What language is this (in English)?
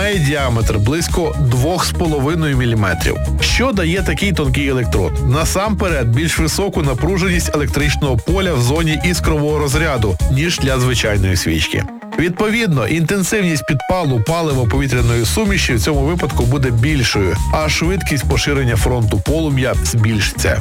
Ukrainian